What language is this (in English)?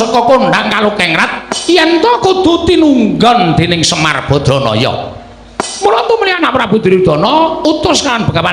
Javanese